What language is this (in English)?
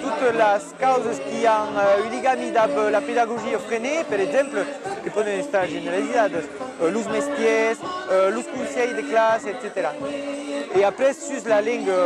Occitan